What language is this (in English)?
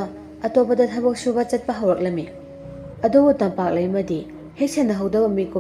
Manipuri